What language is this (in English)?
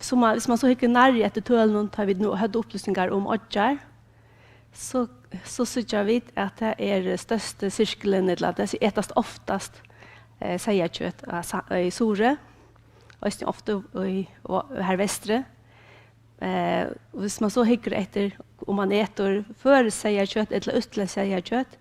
Faroese